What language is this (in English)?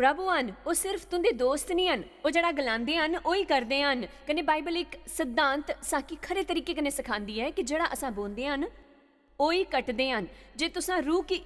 Dogri